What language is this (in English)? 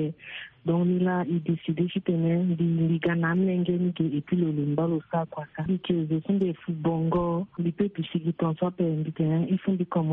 Sango